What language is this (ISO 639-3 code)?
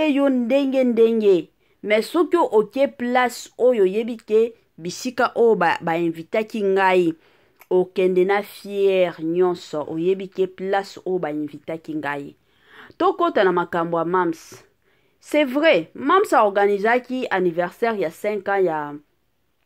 lin